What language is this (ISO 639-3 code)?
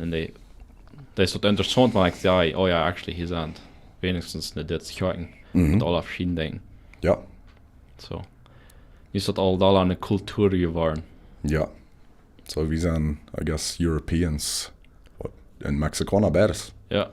pdt